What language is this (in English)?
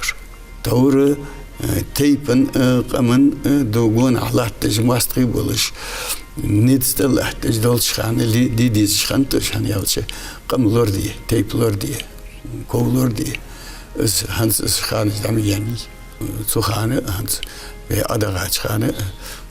Ingush